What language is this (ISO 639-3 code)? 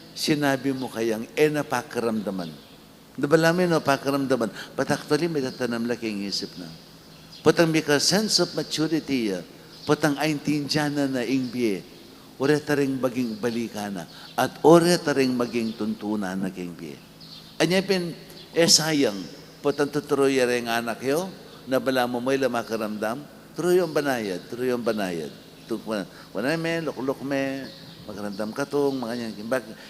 pam